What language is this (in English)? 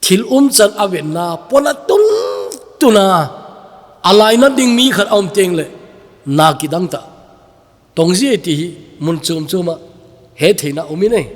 Thado Chin